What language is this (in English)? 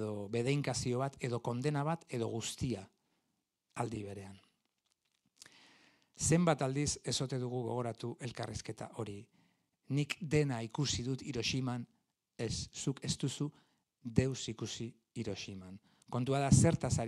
Basque